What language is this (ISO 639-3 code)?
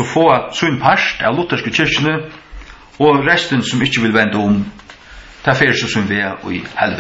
fao